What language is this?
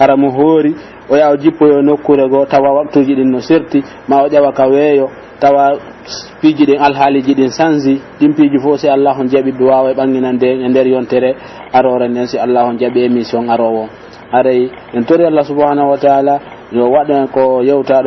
Pular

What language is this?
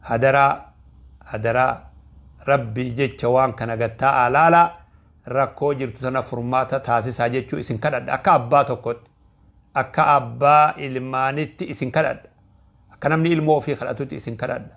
Oromo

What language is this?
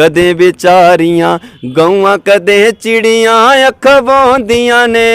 Dogri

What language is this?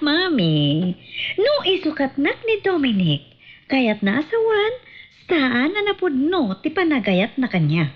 Iloko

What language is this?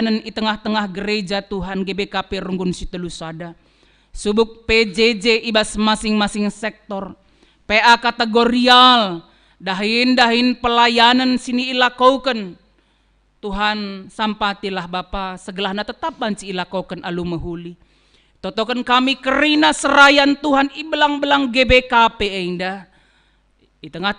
Batak Karo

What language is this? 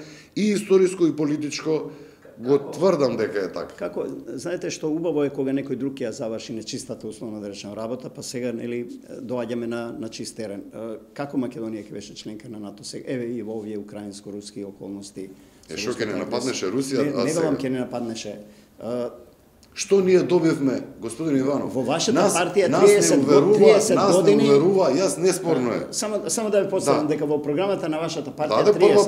Macedonian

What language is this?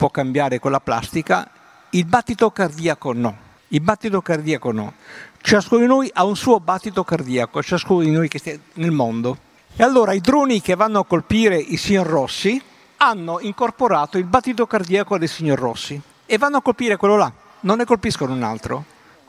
Italian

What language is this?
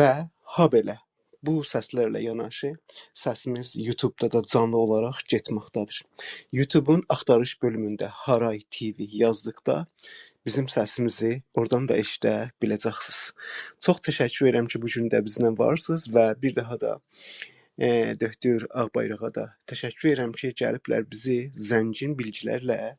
South Azerbaijani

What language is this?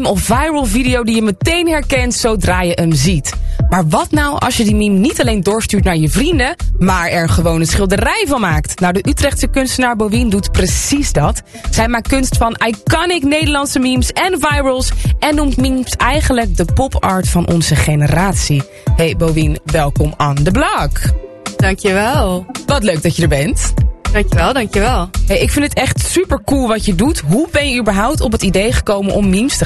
Dutch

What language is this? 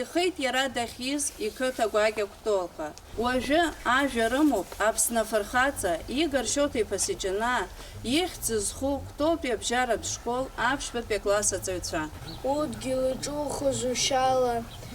Abkhazian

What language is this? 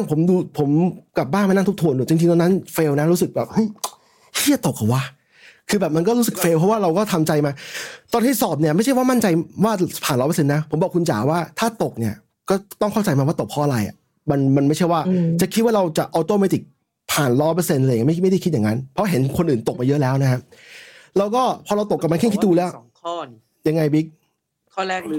Thai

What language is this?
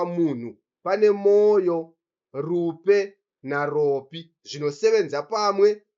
Shona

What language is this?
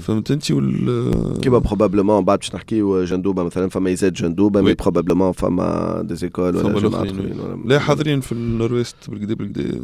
Tunisian Arabic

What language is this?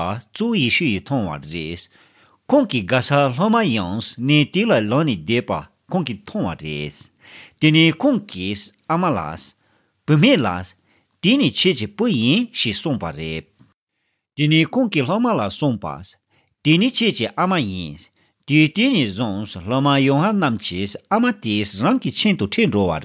Tibetan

